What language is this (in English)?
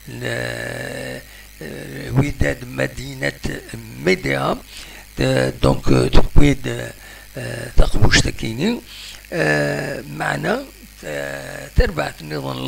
Kabyle